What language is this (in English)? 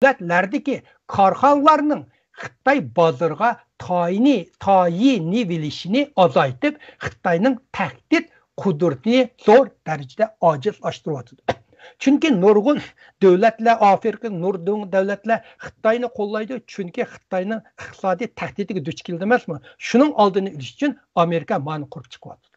Uyghur